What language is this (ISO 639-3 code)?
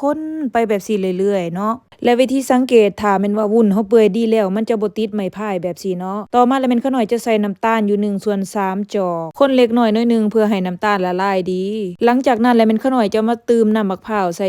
lao